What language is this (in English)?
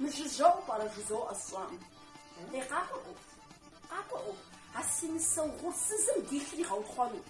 Kabardian